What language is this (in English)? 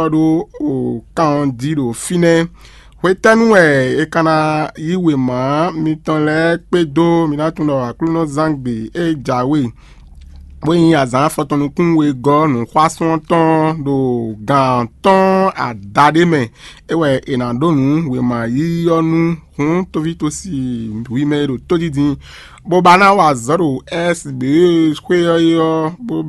Fon